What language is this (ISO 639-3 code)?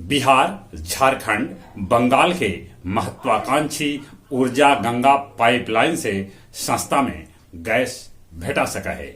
mag